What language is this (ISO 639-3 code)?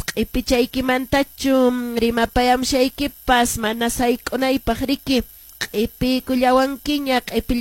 que